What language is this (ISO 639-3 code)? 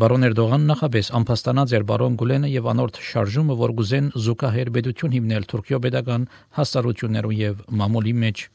hye